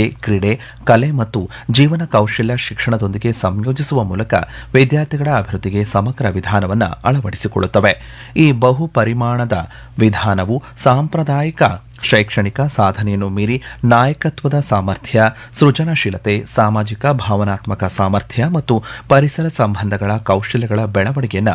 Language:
Kannada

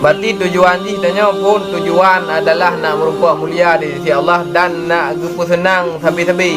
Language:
Achinese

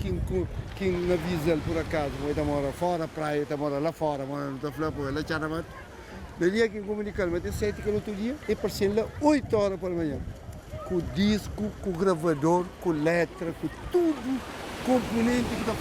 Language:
Kabuverdianu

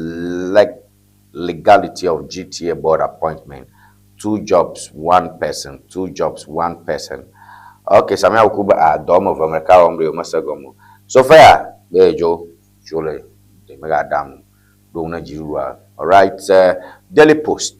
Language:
Ewe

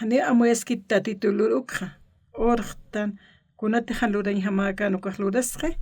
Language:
Aymara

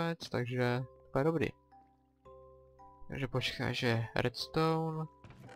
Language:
Czech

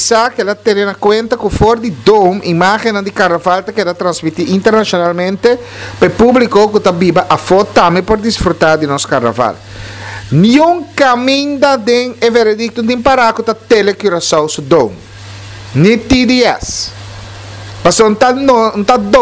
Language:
Papiamento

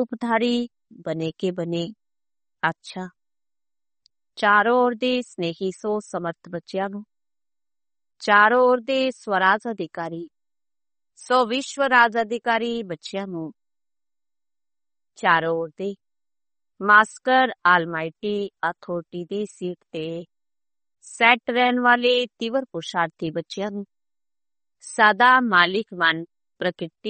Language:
Punjabi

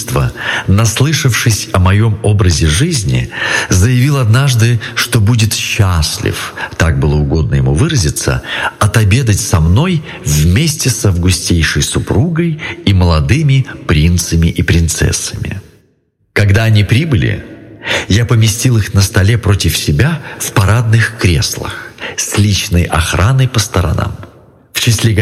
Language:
Russian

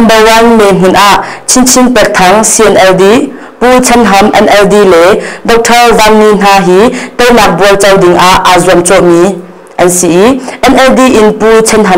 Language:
Hakha Chin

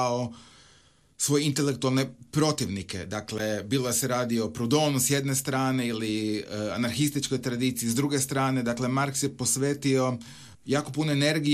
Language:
Croatian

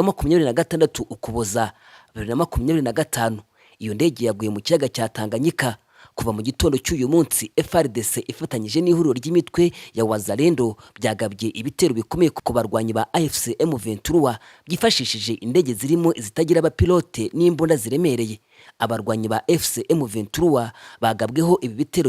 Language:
Kinyarwanda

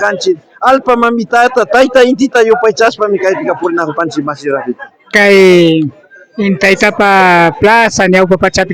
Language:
Imbabura Highland Quichua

